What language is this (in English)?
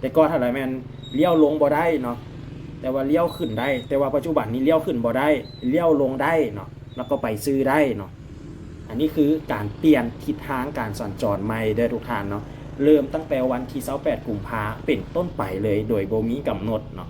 Lao